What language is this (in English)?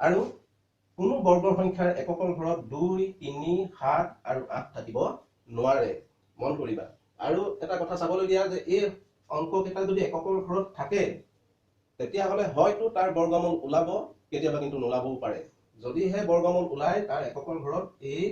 Assamese